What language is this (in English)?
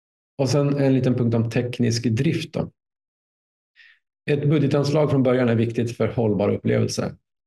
Swedish